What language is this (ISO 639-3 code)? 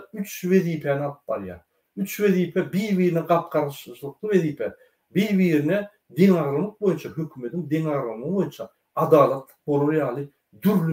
tuk